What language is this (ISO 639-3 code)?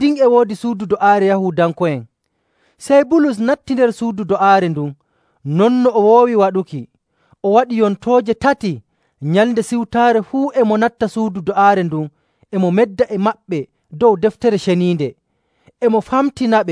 fuv